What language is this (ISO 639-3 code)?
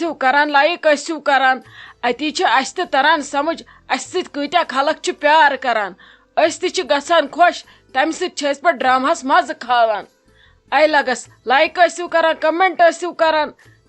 kas